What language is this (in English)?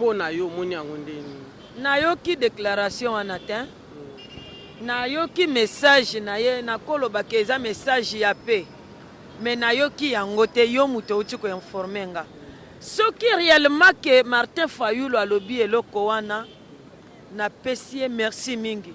Lingala